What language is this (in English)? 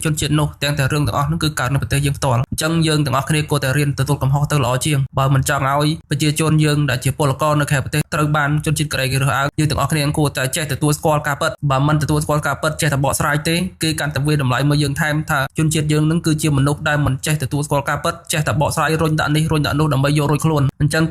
Khmer